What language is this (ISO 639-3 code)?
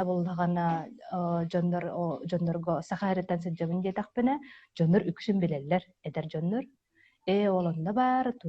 sah